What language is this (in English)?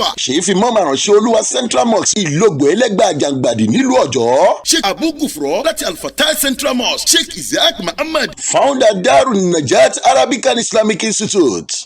Yoruba